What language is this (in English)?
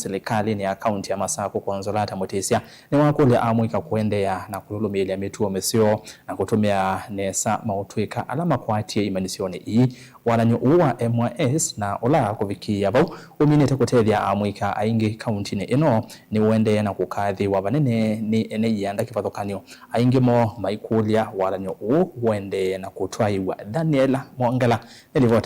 Kamba